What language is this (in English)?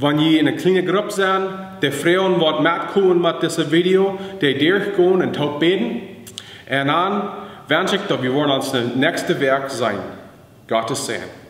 Plautdietsch